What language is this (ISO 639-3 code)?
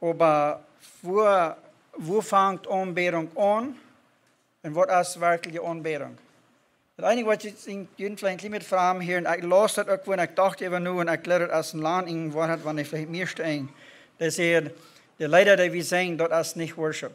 pdt